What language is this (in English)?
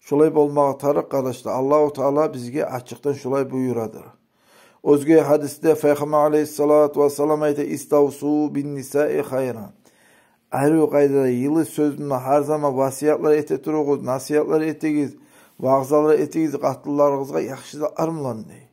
Kumyk